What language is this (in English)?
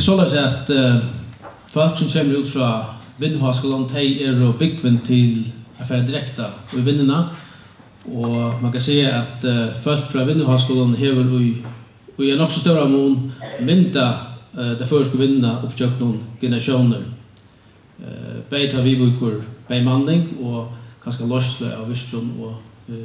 Faroese